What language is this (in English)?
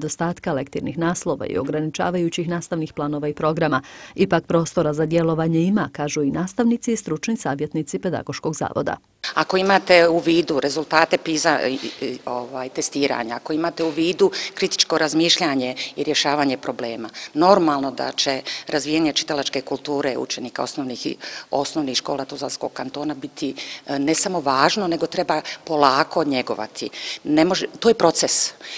Bosnian